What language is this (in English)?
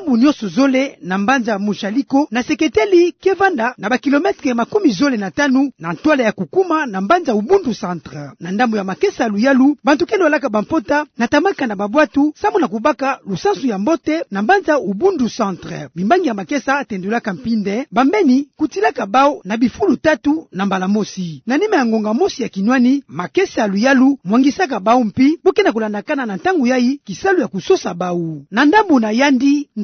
Kituba (Democratic Republic of Congo)